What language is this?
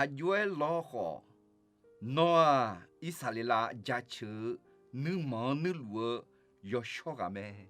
Akha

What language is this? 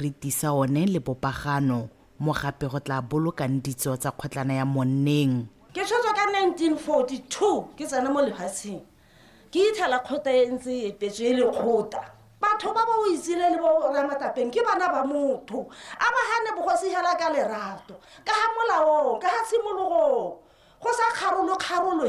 Tswana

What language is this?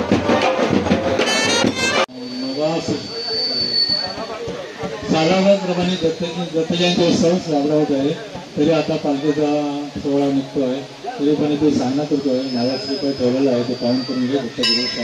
Marathi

